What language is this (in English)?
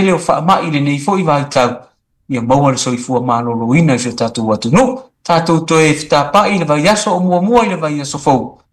Samoan